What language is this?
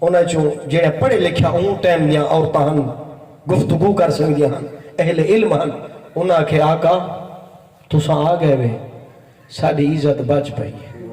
Saraiki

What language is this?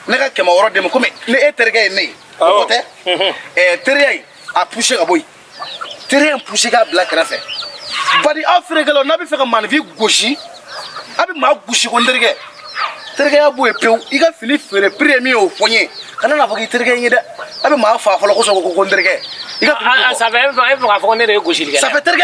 Bambara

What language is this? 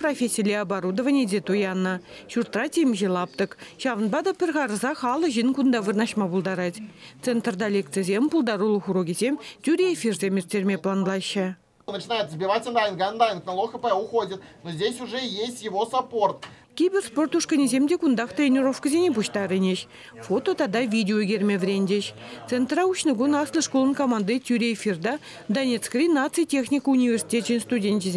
Chuvash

